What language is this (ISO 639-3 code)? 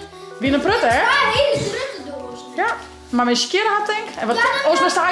fry